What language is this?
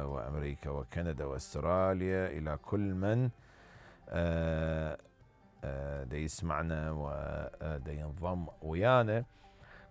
Mesopotamian Arabic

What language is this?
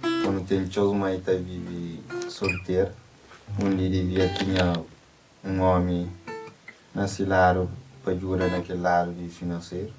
Kabuverdianu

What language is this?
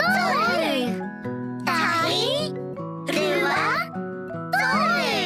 Māori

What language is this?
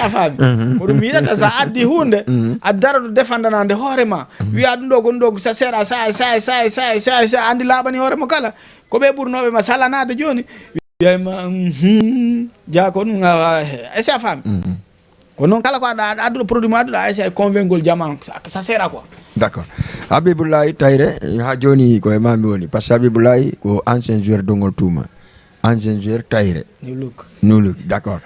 Fula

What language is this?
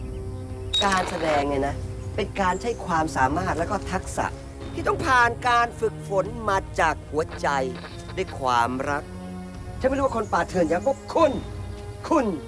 Thai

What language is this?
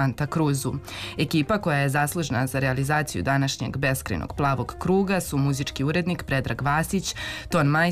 Serbian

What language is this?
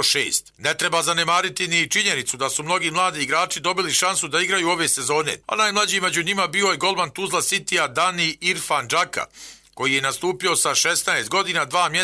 Croatian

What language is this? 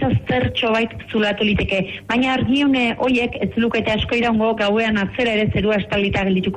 Basque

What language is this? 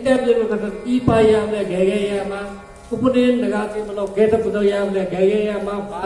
Newari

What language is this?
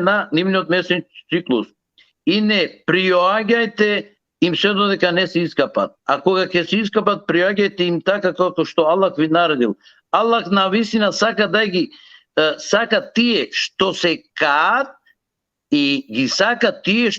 Balkan Romani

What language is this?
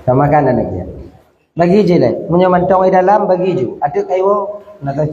Achinese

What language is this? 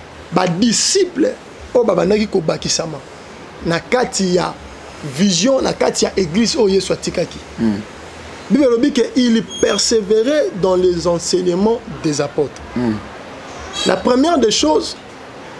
Lingala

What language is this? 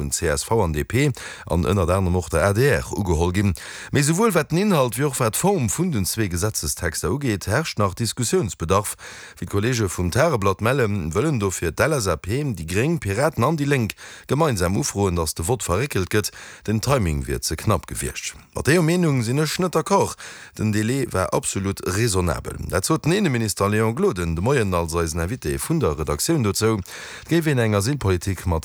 Luxembourgish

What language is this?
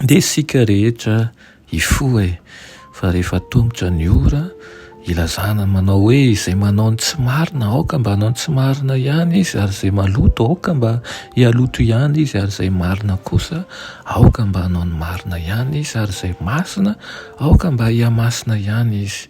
Malagasy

